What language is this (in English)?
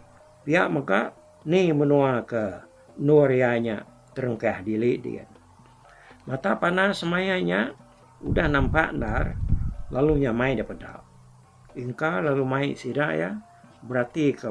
Iban